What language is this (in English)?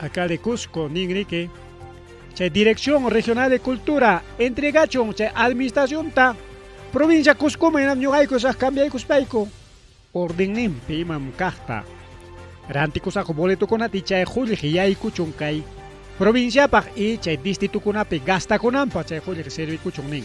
Ayacucho Quechua